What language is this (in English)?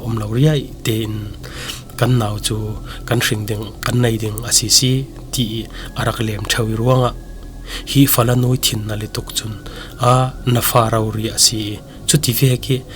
Falam Chin